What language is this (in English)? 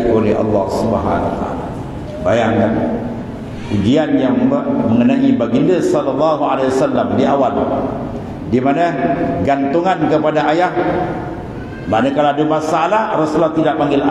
Malay